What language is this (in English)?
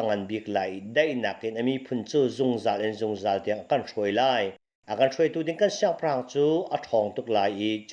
Hakha Chin